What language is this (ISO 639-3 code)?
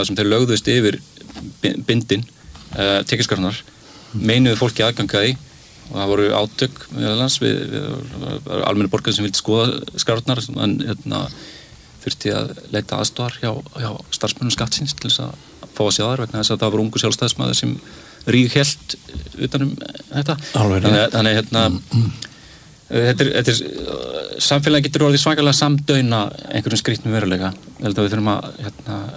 isl